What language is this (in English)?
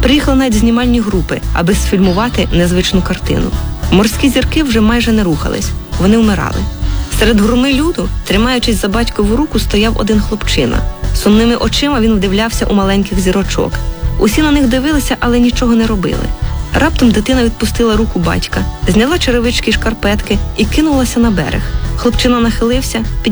Ukrainian